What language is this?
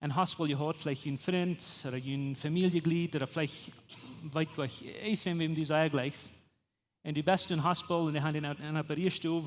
Plautdietsch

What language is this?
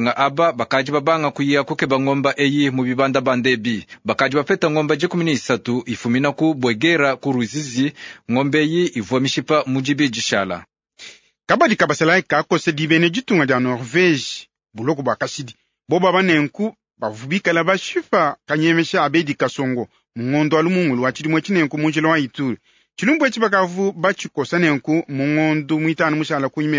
Luba-Lulua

